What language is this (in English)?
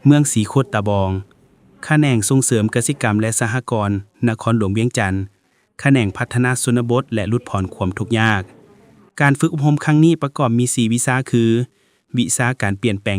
Lao